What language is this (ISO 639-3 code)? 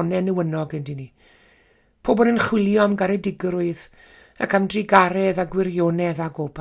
cym